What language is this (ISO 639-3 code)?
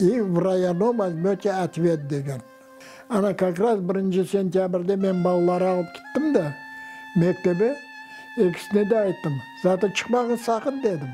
crh